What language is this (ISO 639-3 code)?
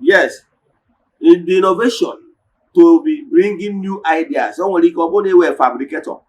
ibo